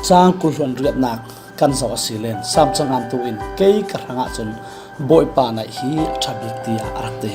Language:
Falam Chin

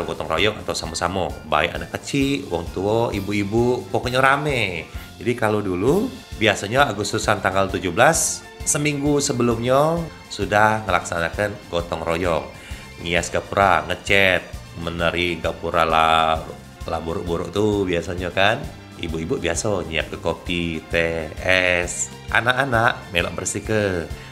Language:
Musi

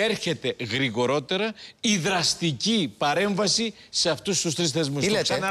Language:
Greek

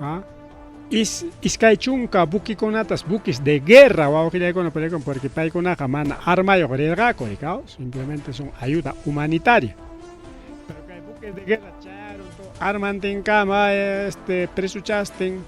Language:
Ayacucho Quechua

